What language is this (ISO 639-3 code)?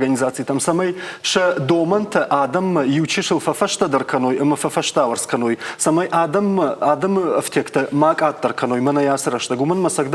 oss